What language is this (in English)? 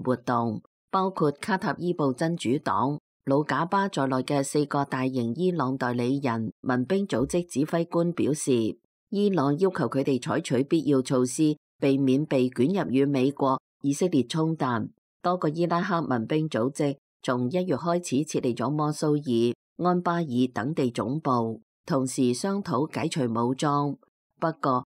Cantonese